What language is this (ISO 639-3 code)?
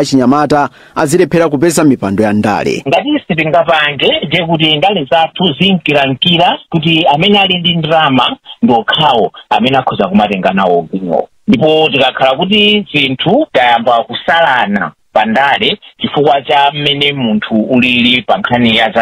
nya